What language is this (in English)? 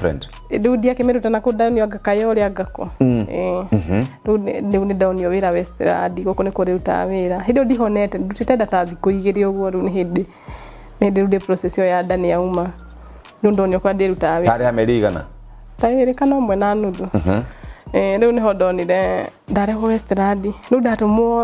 Kikuyu